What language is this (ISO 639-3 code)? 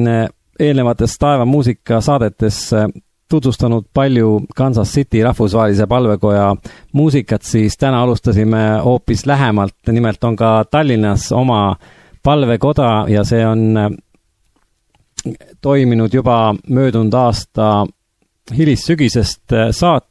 est